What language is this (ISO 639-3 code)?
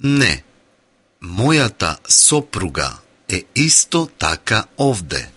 mkd